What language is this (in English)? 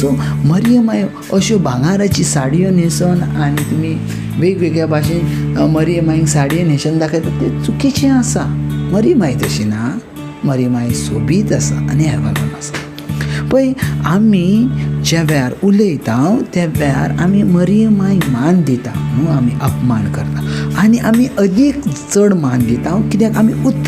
Konkani